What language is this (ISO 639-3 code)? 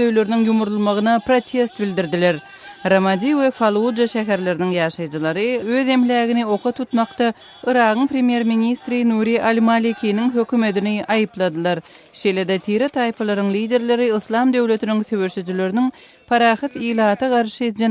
tuk